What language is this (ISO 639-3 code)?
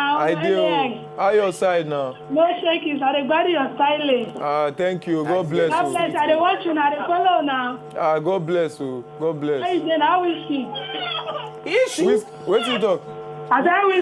pcm